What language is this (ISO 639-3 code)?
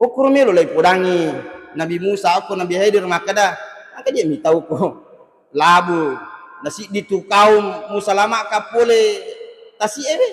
bug